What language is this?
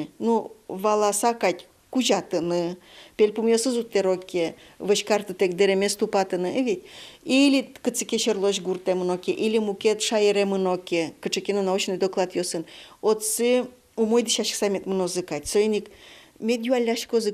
Udmurt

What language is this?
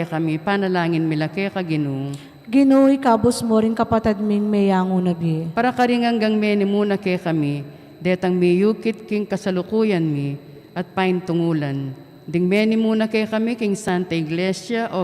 Pampanga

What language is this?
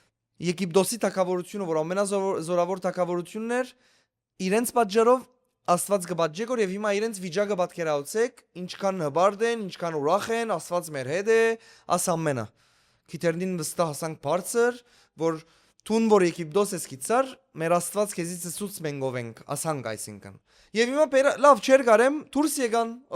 Western Armenian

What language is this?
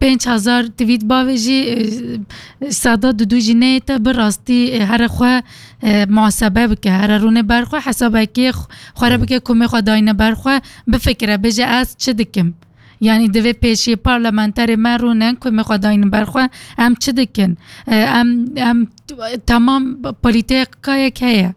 Kurdish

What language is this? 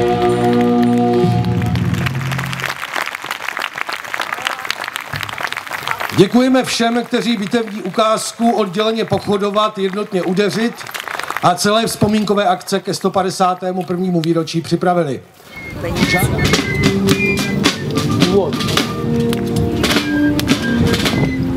Czech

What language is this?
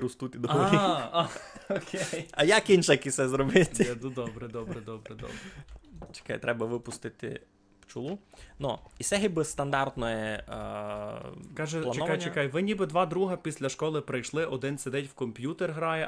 Rusyn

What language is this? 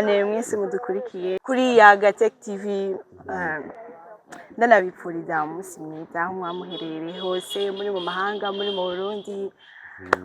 Rundi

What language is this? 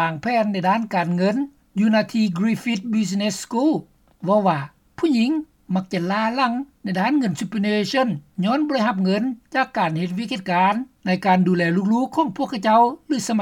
Lao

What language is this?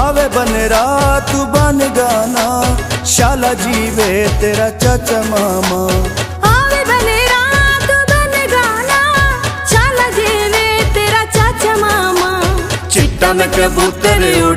Pahari-Potwari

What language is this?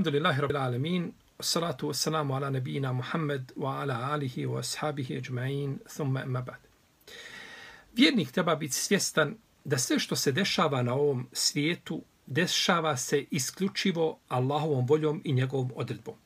Bosnian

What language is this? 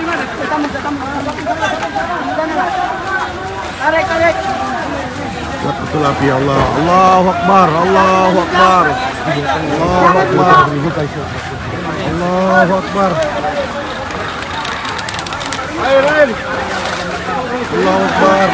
Malay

